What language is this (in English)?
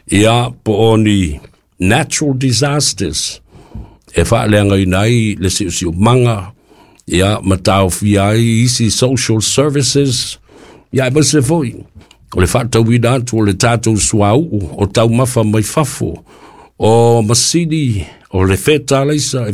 Samoan